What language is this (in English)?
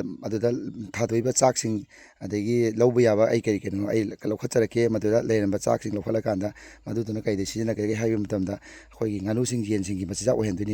Manipuri